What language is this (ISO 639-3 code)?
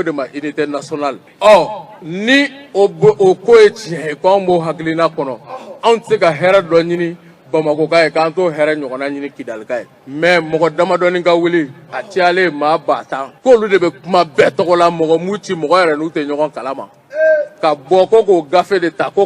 bam